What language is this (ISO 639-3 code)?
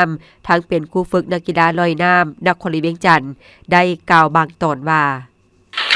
lao